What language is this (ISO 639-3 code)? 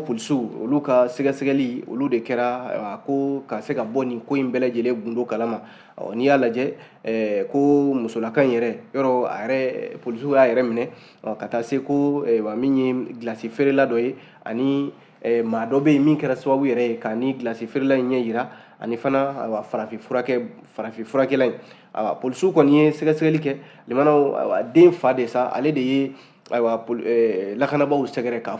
bam